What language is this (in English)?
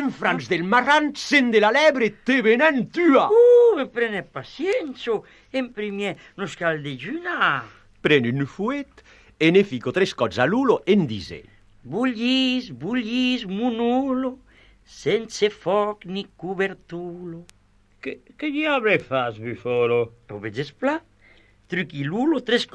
Occitan